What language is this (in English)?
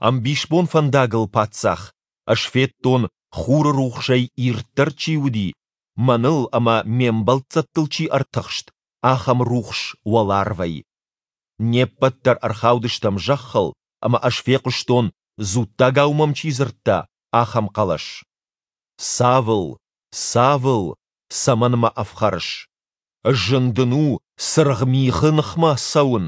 Ossetic